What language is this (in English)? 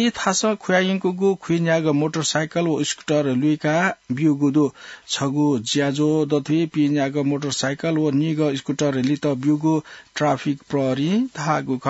Newari